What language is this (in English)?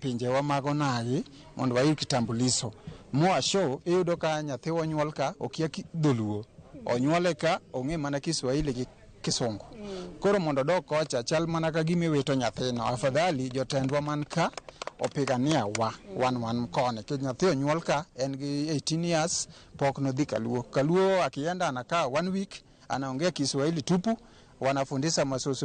Luo (Kenya and Tanzania)